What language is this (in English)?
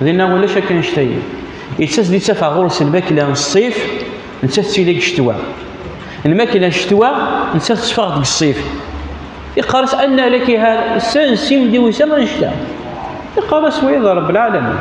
Kabyle